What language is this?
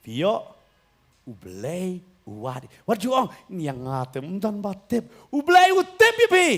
Khasi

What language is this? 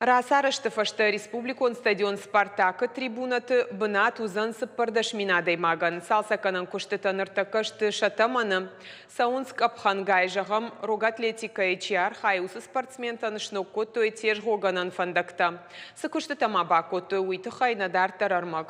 Ossetic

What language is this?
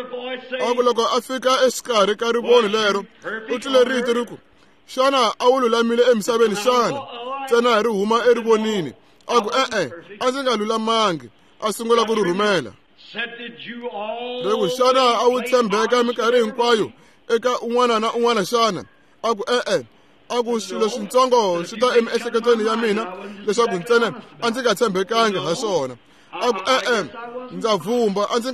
Tsonga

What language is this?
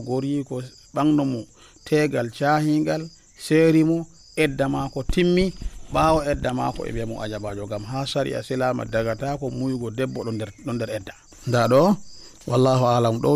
Nigerian Fulfulde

